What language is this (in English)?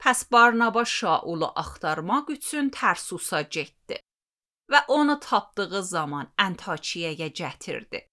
Azerbaijani